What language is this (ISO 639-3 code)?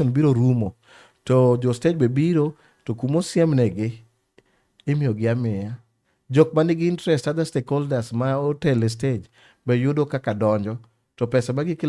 luo